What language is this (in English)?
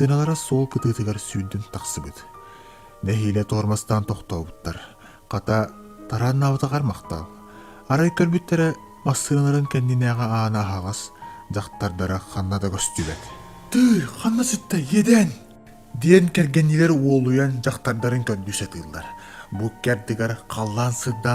Yakut